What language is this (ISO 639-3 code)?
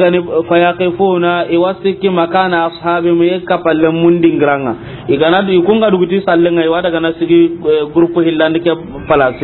snk